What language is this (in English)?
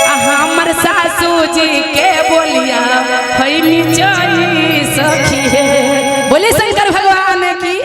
Magahi